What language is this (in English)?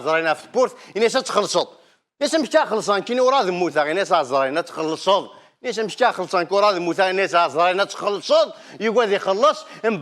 Kabyle